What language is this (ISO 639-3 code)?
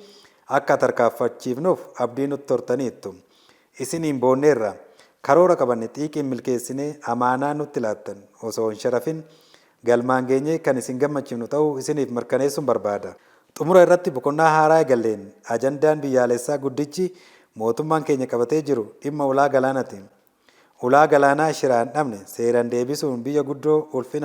orm